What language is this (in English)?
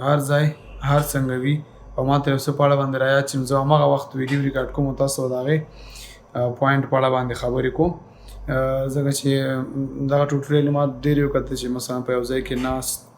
Pashto